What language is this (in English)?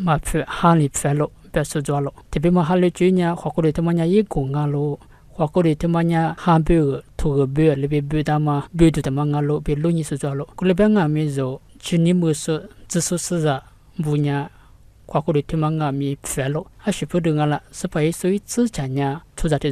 Lisu